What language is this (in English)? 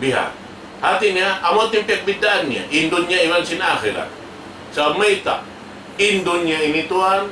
Tausug